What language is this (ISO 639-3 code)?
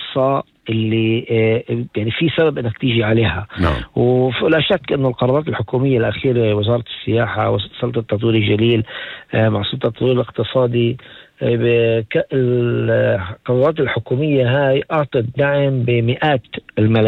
apc